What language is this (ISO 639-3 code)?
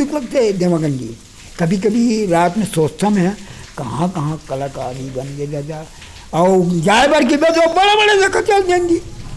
hne